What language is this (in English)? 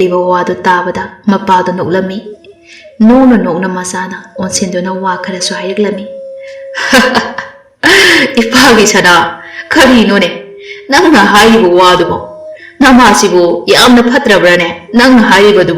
Manipuri